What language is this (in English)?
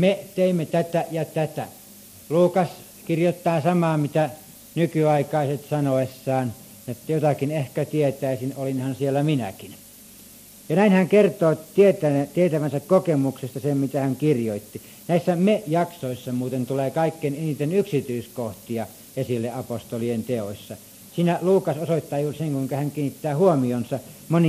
Finnish